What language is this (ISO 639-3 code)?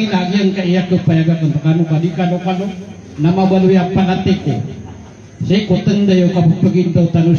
mrw